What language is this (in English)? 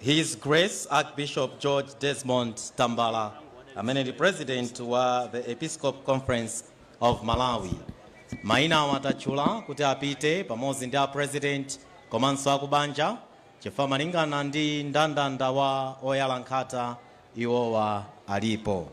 Nyanja